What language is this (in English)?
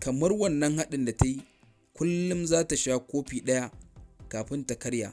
Hausa